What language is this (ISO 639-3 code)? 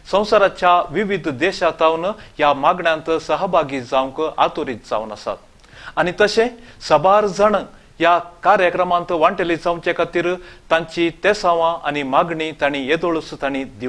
kok